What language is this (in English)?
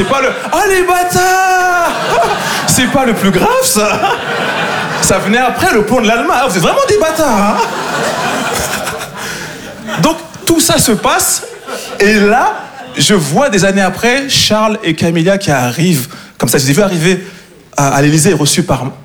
French